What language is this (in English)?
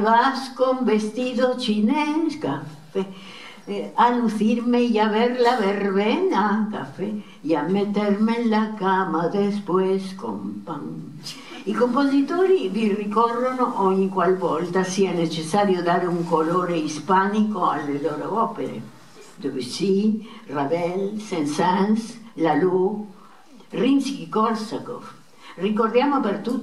Italian